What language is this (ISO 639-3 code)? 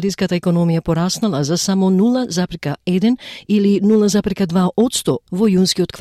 mkd